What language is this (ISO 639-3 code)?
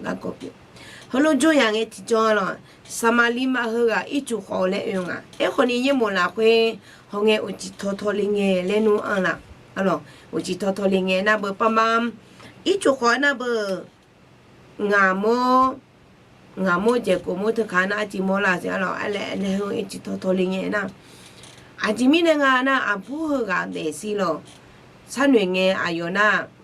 ahk